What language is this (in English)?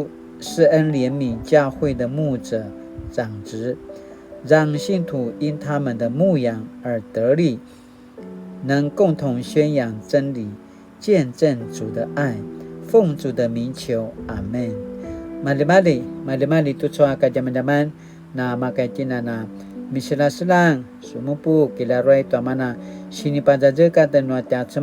Paiwan